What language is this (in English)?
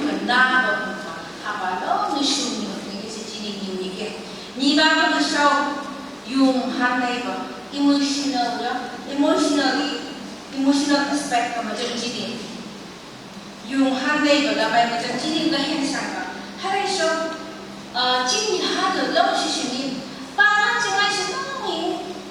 Phom Naga